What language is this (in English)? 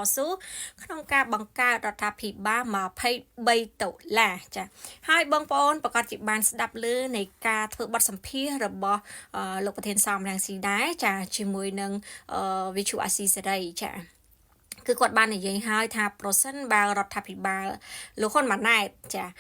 Khmer